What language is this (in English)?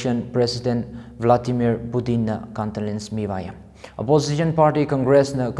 Tangkhul Naga (India)